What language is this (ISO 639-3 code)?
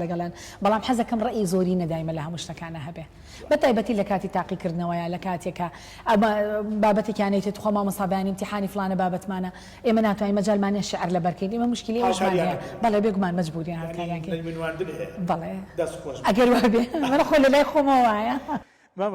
ckb